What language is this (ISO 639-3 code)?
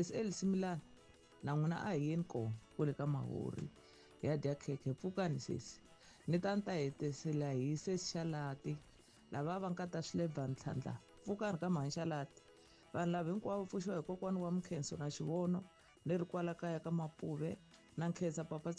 tso